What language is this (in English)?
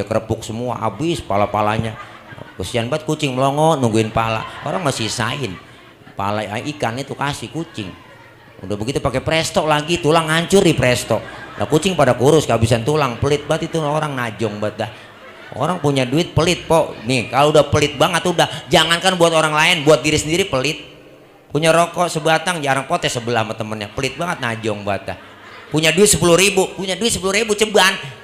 Betawi